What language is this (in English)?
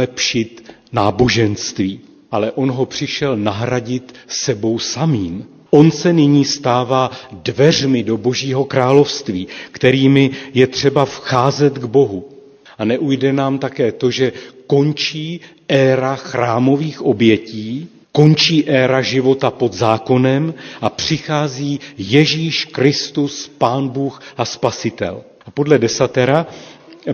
Czech